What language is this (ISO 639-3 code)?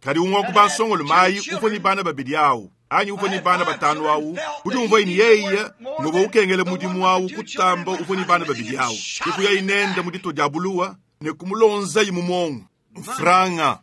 lua